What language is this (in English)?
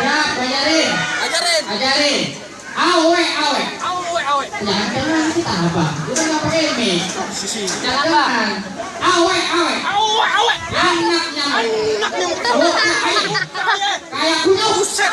Betawi